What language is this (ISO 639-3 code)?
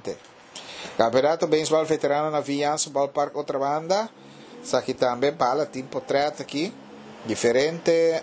pap